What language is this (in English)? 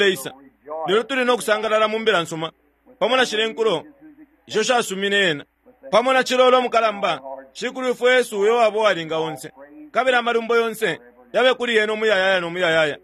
Bemba